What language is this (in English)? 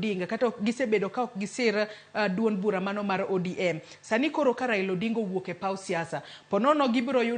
Luo (Kenya and Tanzania)